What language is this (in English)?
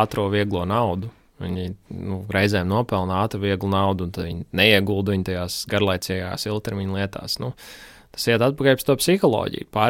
Latvian